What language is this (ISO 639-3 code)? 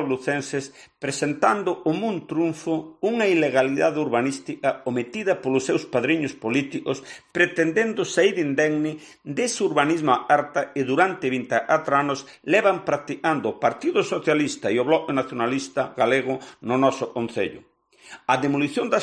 glg